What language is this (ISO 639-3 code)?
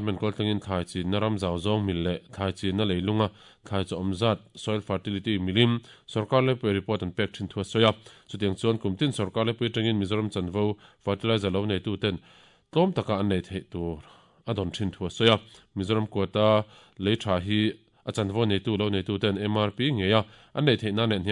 lus